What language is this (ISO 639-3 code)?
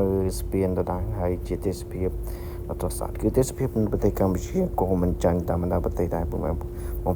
khm